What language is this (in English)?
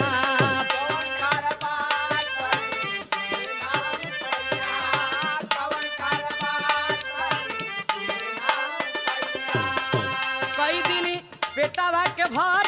Bhojpuri